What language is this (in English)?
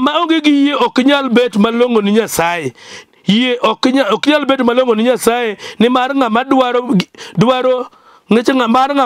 Luo (Kenya and Tanzania)